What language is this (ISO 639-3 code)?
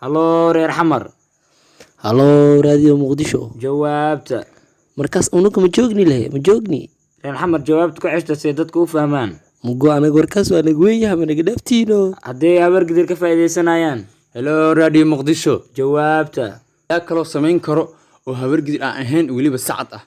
som